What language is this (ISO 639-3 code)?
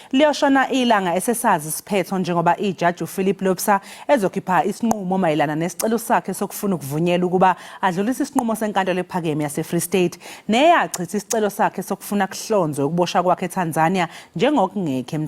zul